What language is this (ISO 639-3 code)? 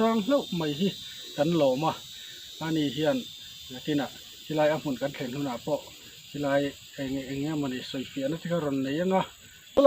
lus